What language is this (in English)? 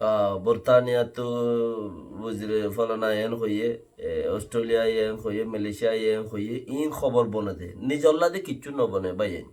Rohingya